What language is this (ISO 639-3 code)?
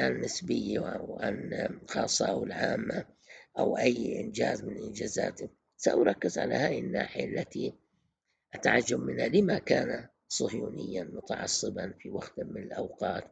ara